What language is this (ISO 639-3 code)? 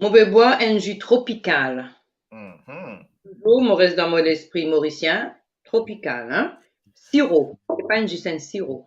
mfe